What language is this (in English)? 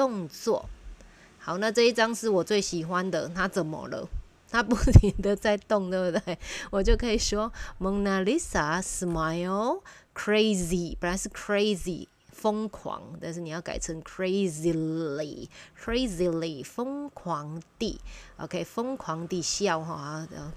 Chinese